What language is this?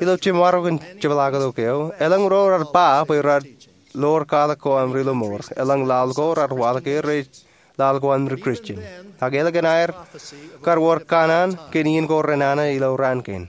Marshallese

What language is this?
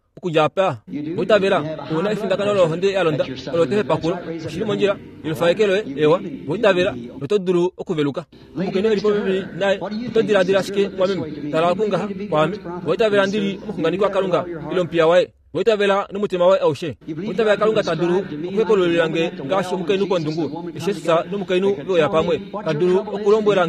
Kuanyama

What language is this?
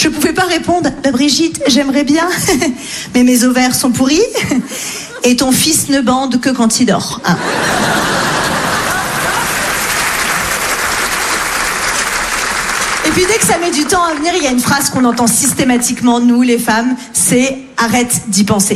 French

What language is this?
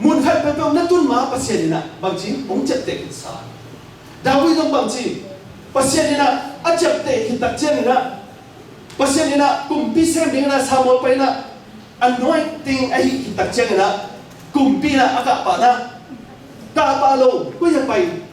Tedim Chin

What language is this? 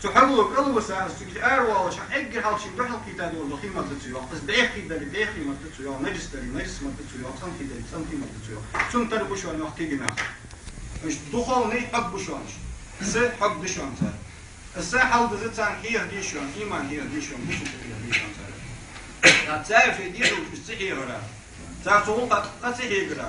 Ingush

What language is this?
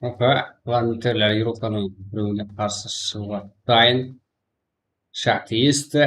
Kara-Kalpak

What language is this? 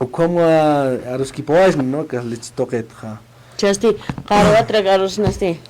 Aymara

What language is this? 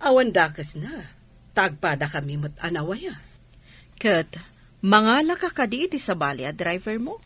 Iloko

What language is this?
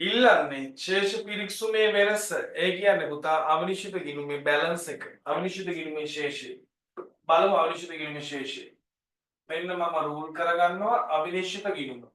Sinhala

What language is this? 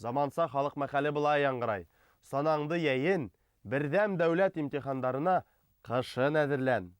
Bashkir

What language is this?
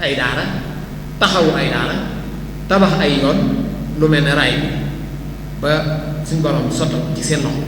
Wolof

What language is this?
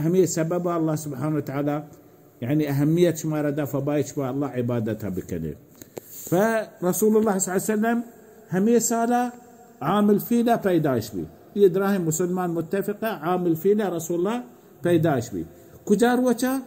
Baluchi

